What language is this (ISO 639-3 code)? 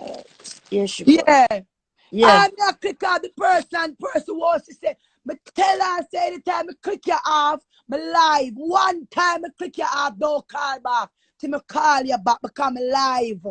jam